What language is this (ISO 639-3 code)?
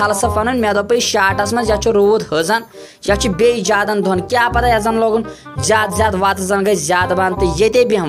kas